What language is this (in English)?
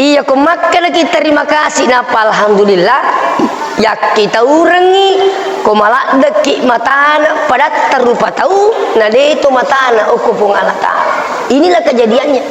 Buginese